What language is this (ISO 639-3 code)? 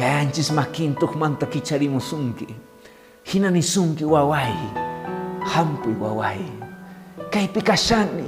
que